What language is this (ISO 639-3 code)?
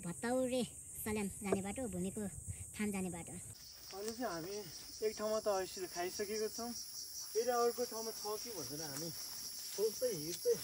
nep